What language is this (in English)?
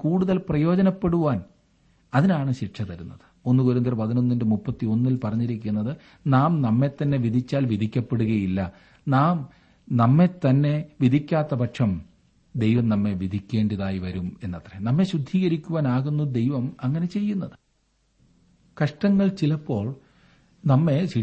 Malayalam